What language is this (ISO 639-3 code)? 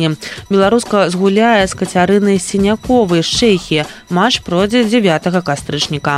bel